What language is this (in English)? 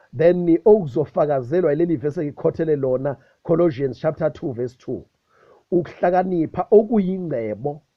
Zulu